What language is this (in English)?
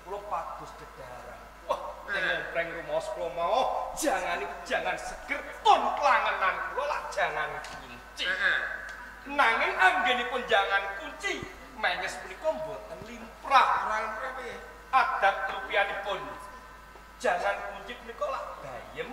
Javanese